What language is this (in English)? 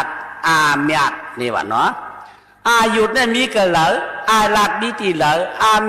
Shan